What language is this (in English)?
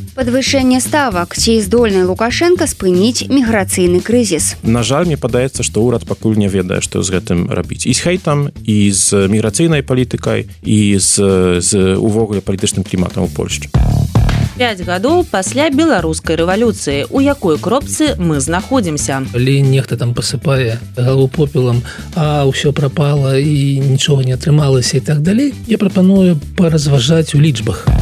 Belarusian